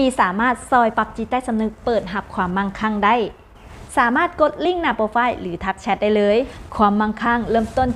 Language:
Lao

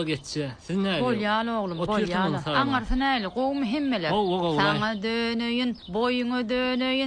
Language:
Turkmen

